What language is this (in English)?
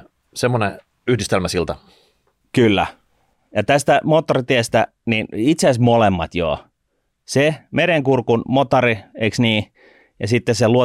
Finnish